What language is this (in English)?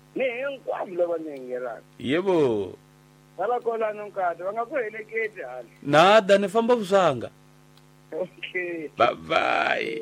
Tsonga